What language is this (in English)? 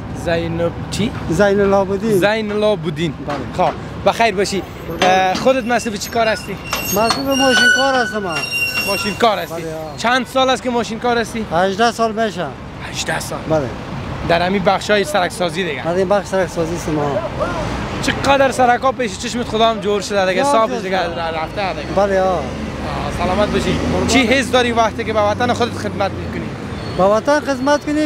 Persian